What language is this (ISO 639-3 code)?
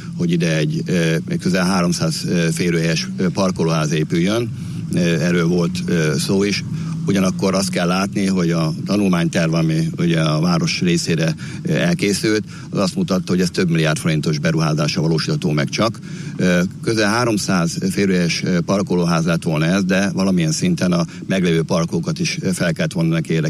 hun